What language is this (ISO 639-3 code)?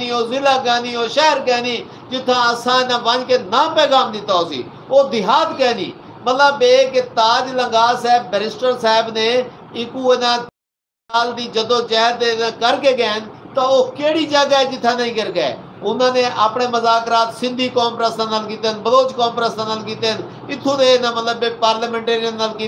skr